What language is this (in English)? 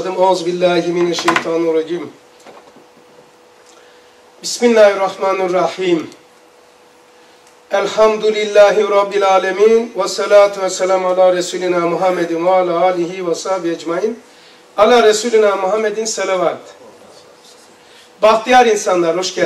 Turkish